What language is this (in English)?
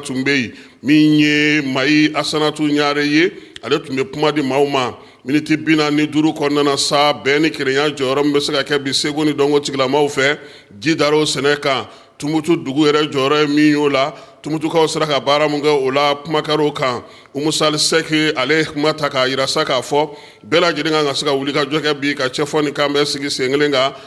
Bambara